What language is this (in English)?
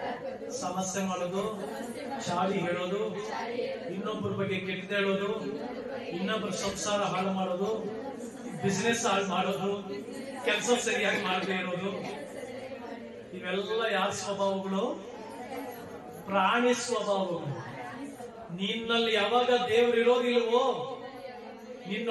Kannada